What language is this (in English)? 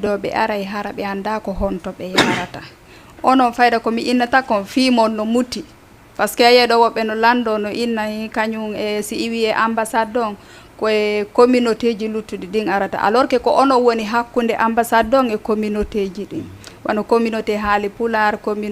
Fula